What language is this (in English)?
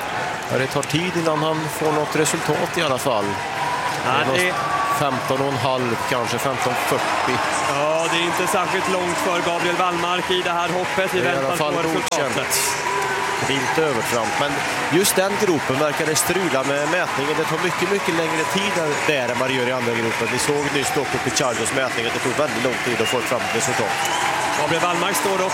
Swedish